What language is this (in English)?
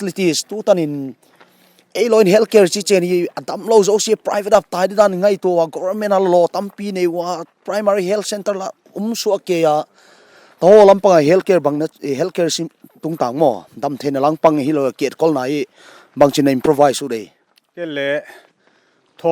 Paite Chin